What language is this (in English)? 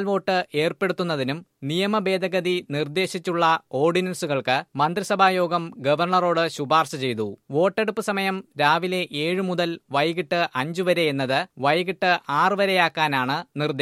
Malayalam